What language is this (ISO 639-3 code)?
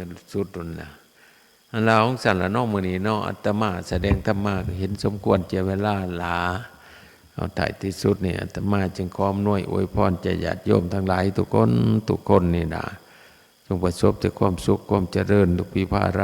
tts